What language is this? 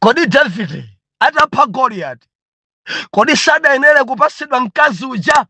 Nyanja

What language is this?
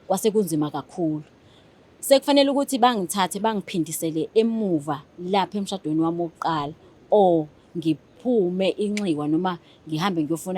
Zulu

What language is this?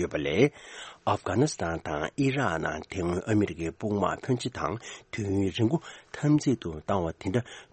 Tibetan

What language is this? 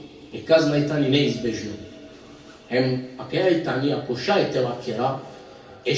Balkan Romani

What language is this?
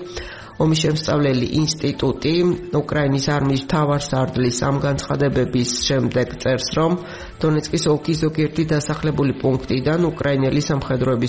Georgian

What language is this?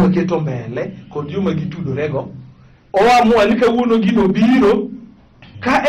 Luo (Kenya and Tanzania)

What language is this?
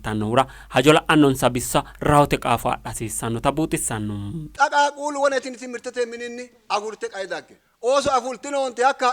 Sidamo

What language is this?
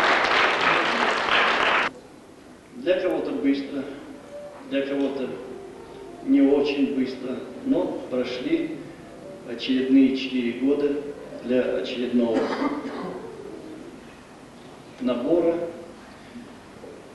Russian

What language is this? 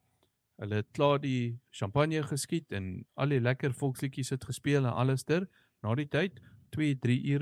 Afrikaans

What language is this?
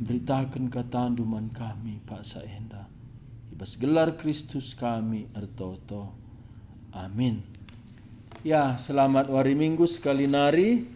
Batak Karo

